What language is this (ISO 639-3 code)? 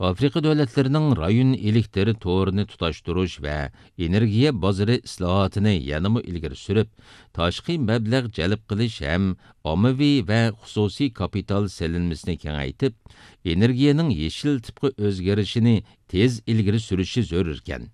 uig